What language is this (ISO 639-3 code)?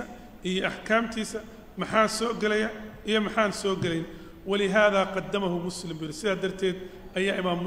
som